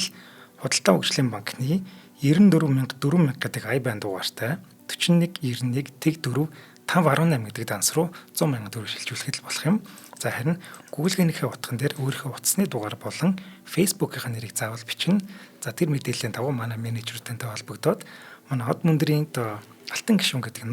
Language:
Mongolian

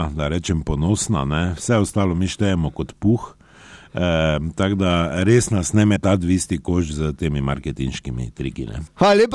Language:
Slovenian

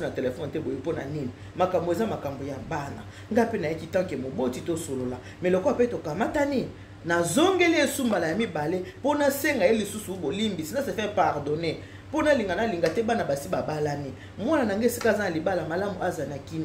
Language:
Lingala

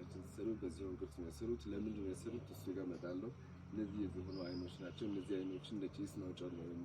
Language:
Amharic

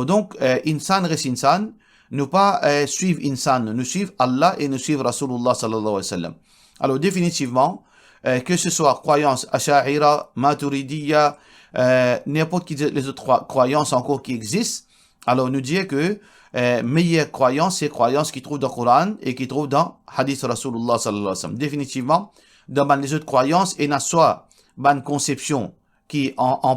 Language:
Morisyen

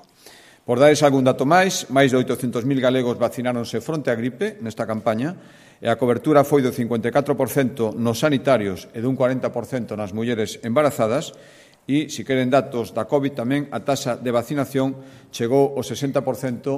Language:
Galician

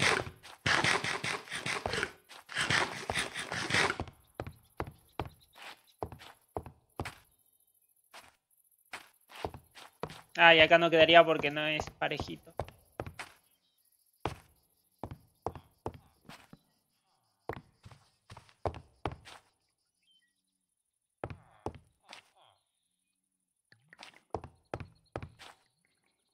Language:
Spanish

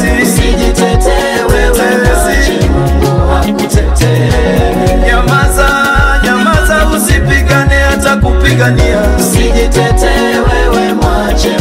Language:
Swahili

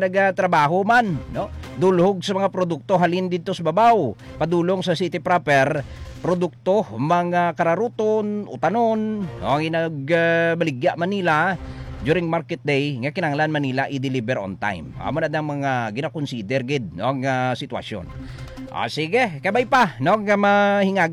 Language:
Hiligaynon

